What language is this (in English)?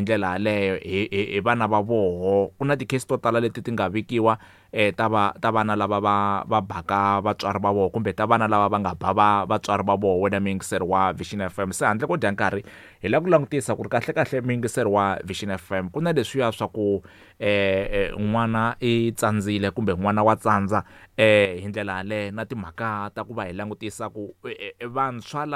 Tsonga